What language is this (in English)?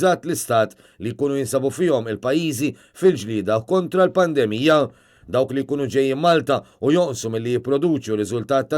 Maltese